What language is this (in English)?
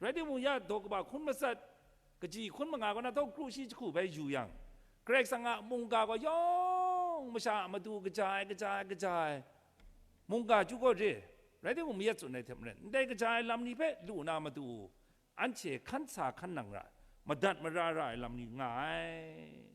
Kachin